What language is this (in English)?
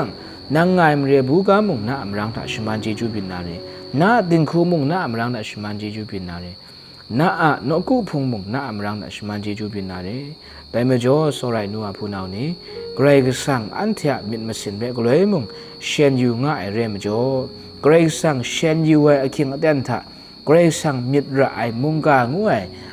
Kachin